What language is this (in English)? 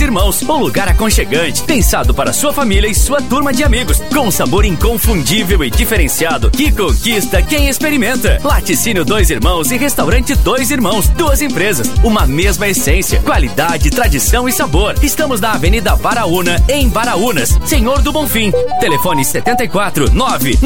Portuguese